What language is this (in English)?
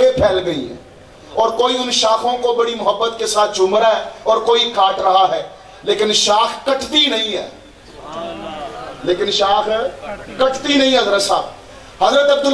Urdu